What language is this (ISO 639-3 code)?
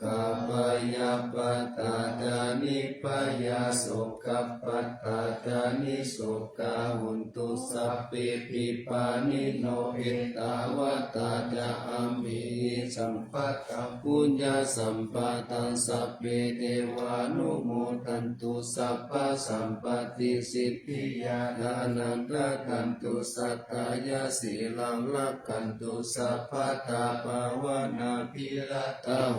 pli